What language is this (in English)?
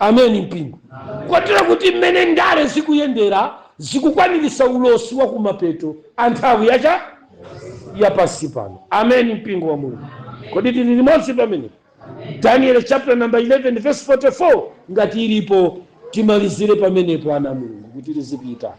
Nyanja